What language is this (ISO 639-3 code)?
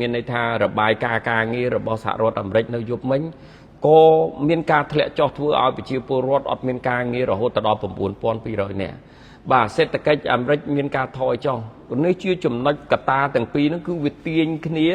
khm